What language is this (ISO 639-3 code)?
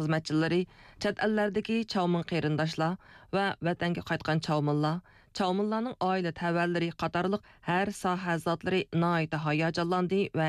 uig